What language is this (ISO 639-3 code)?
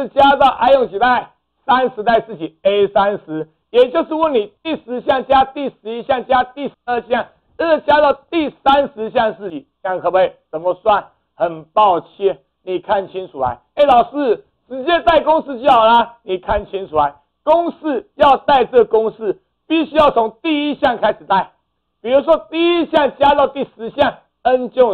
zho